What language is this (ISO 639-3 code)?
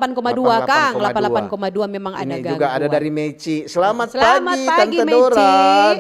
xmm